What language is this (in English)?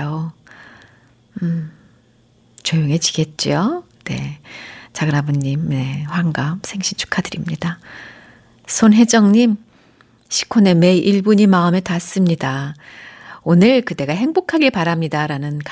Korean